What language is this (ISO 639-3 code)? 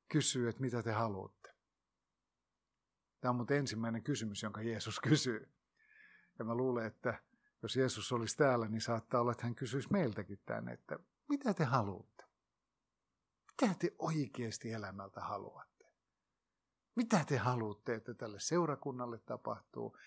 fin